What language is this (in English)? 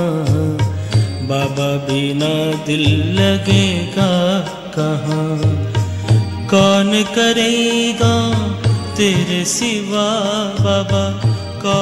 Hindi